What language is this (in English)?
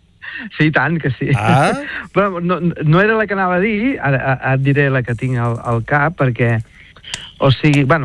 Catalan